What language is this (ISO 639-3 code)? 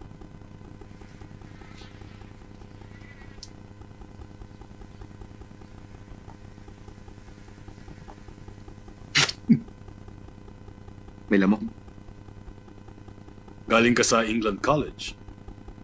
fil